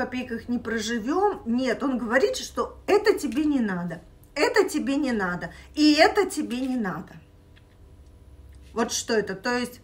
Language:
Russian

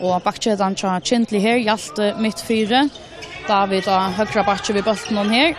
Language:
Faroese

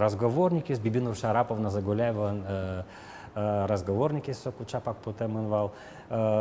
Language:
Udmurt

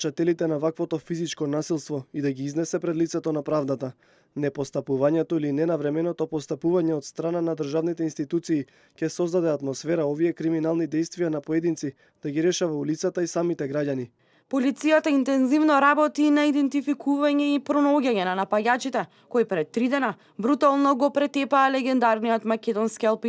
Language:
Macedonian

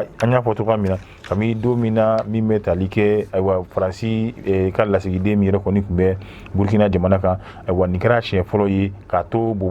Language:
Bambara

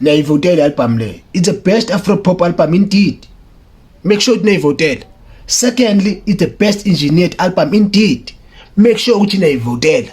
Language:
Zulu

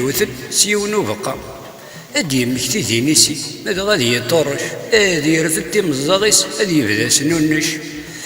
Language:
Kabyle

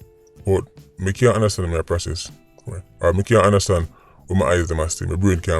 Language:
Jamaican Creole English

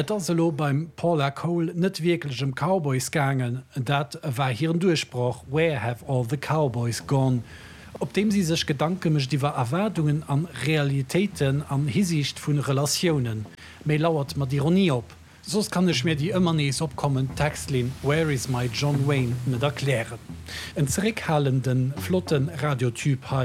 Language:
Luxembourgish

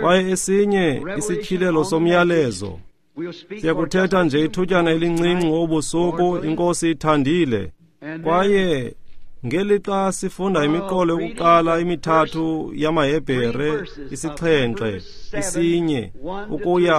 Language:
Xhosa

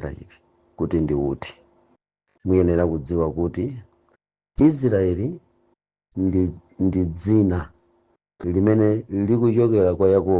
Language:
Nyanja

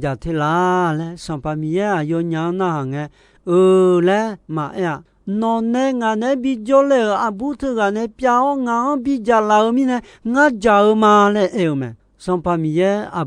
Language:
Akha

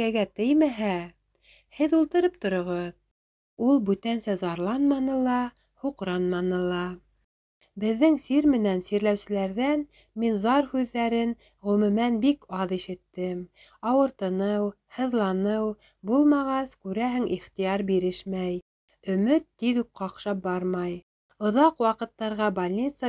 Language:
Bashkir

